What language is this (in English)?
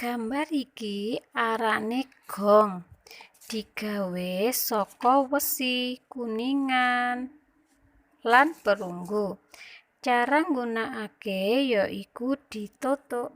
Javanese